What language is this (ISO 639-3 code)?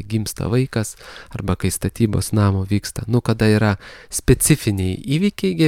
lit